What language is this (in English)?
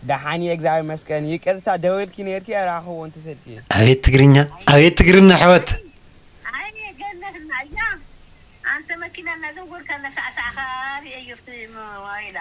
Tigrinya